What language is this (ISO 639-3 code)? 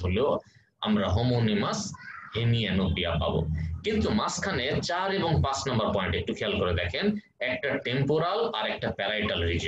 ben